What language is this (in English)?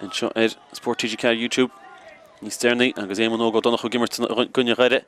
Irish